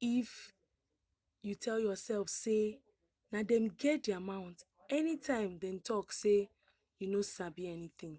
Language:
Nigerian Pidgin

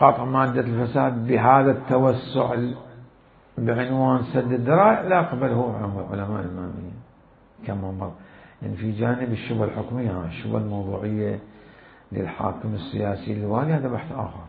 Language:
Mesopotamian Arabic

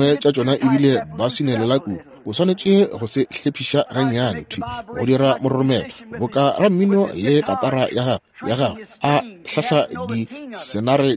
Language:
Northern Sotho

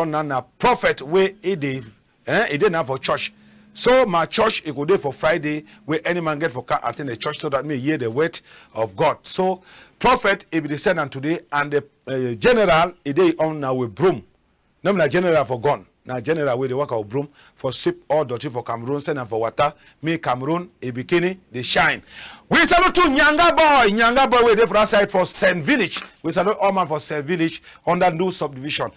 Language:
Cameroon Pidgin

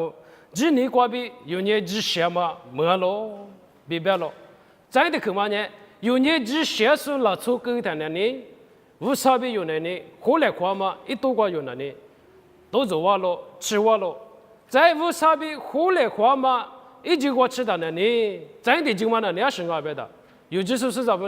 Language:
Lisu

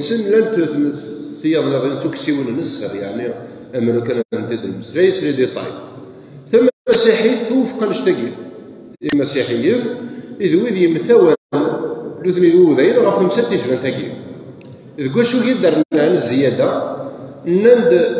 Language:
Kabyle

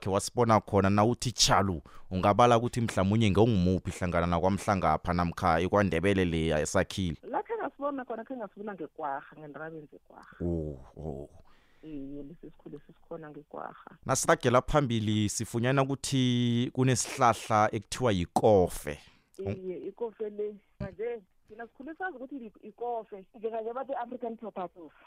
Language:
South Ndebele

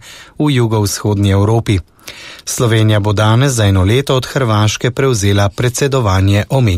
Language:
Slovenian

